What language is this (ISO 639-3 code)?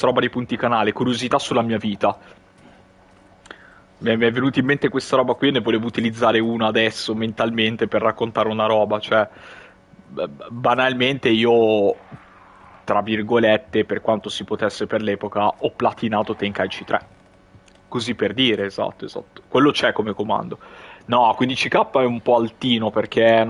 ita